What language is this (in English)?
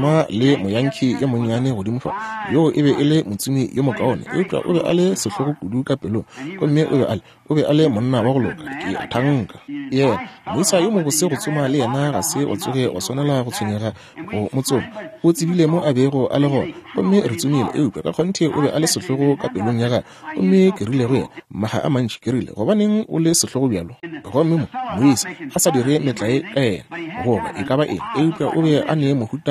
Northern Sotho